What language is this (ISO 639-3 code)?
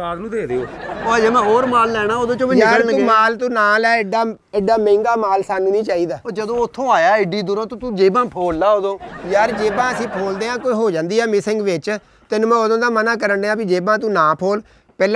pan